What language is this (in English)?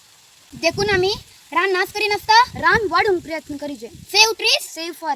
Konkani